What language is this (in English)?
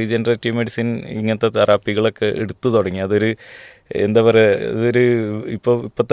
Malayalam